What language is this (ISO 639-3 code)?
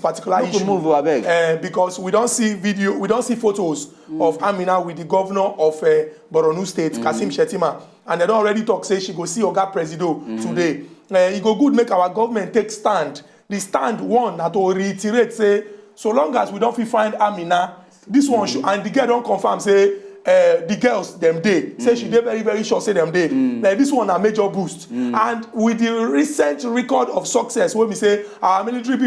pcm